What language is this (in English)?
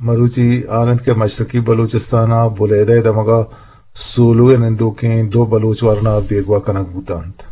Eastern Balochi